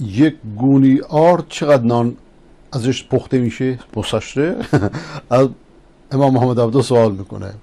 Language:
Persian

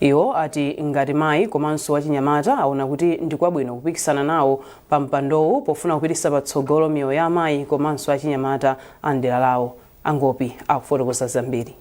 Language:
Nyanja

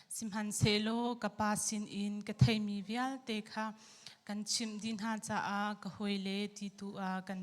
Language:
Hakha Chin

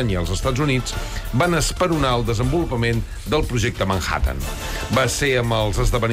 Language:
Catalan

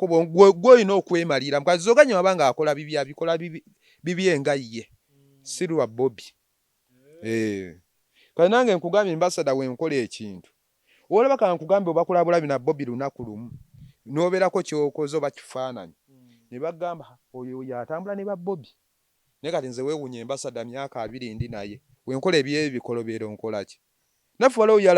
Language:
Ganda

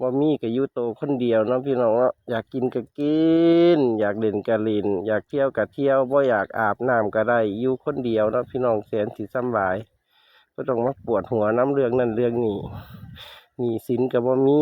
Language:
Northeastern Thai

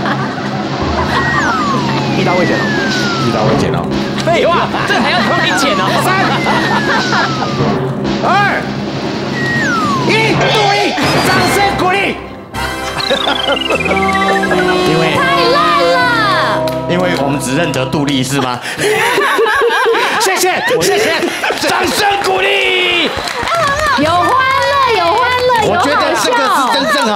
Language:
Chinese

